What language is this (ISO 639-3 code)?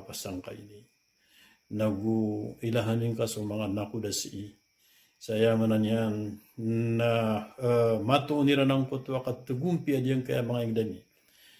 mrw